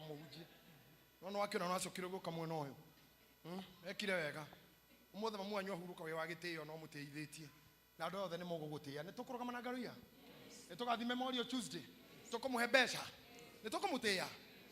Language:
Kikuyu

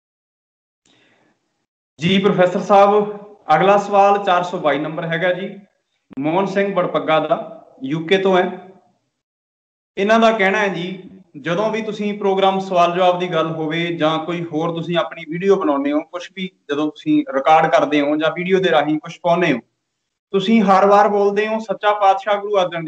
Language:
Punjabi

